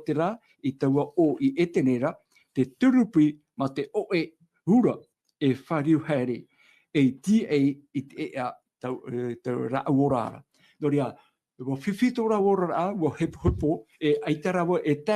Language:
Tahitian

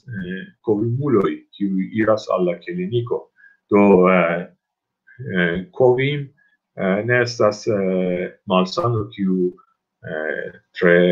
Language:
Esperanto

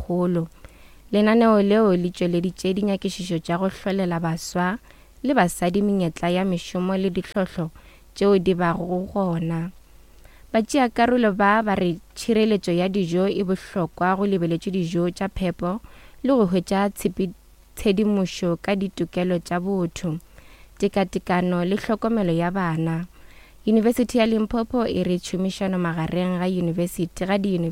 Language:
Northern Sotho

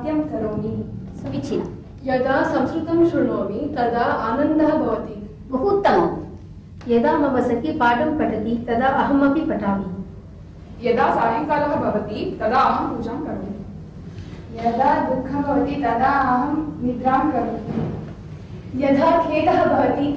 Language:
Sanskrit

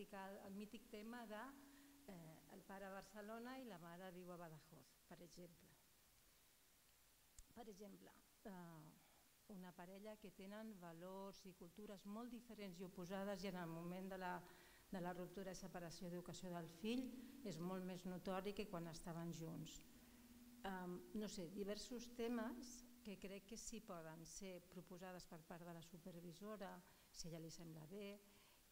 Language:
Catalan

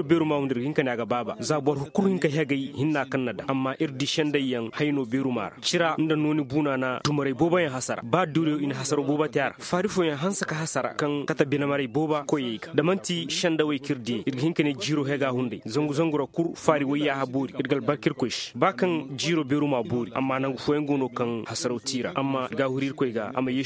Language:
Koyraboro Senni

